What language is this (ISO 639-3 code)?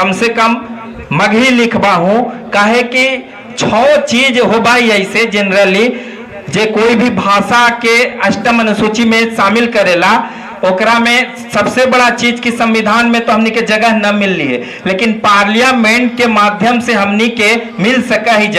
mag